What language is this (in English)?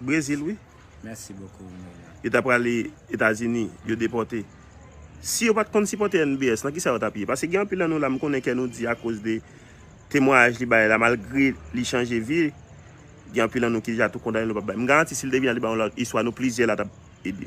Haitian Creole